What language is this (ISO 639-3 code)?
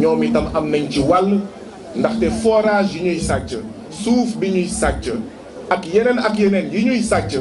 wol